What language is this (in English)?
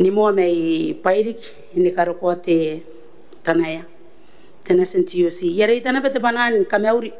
Gilbertese